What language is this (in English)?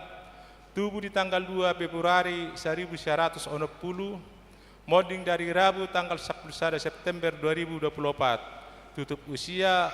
Batak Toba